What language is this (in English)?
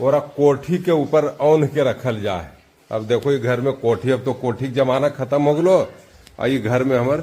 Magahi